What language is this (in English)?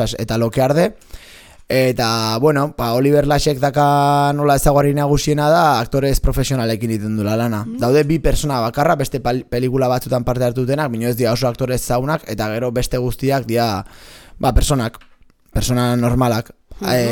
Basque